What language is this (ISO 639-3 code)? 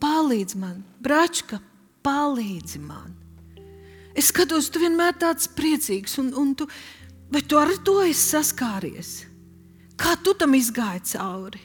lav